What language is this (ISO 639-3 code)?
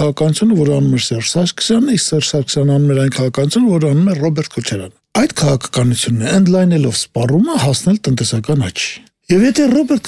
hye